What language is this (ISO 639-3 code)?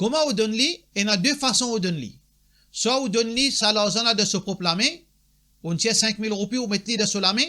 mfe